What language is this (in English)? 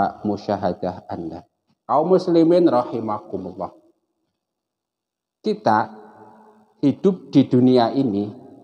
Indonesian